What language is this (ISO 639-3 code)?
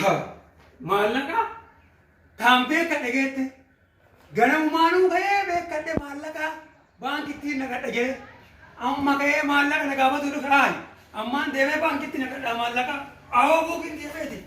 orm